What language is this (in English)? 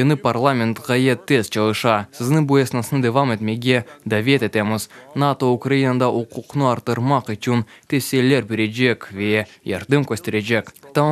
Crimean Tatar